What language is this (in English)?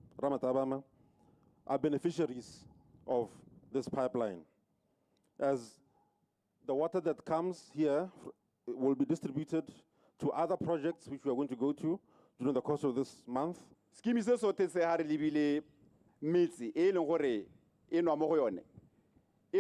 Tswana